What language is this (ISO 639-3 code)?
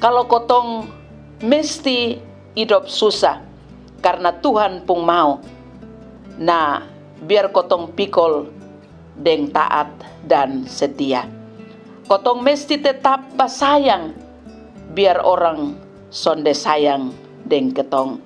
mkn